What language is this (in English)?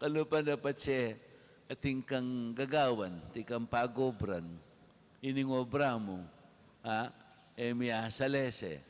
Pampanga